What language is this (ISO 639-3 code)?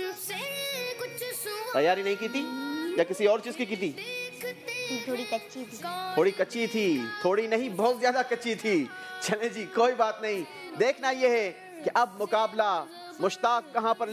hin